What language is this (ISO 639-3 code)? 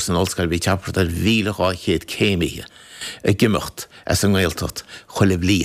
gle